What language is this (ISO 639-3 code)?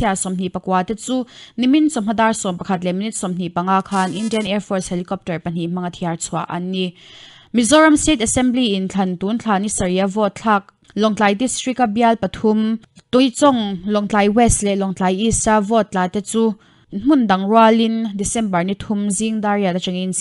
lus